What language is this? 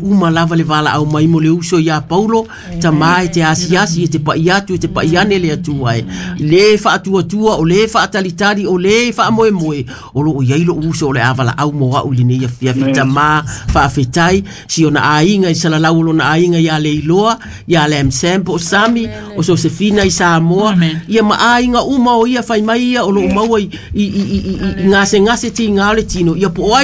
Samoan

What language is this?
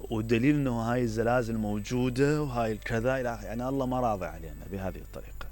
Mesopotamian Arabic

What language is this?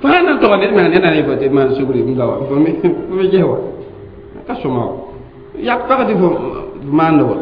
Mossi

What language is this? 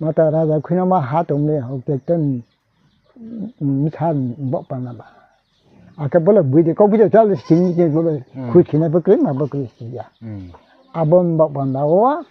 Riang (India)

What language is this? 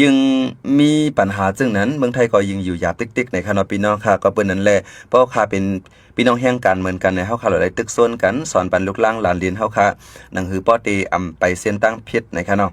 Shan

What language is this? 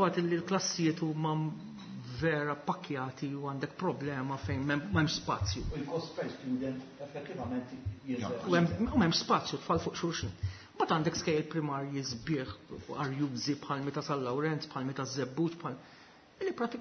Maltese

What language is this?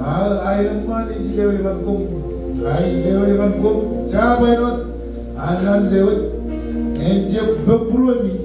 Marshallese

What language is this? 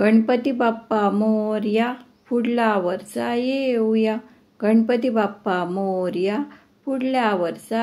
Konkani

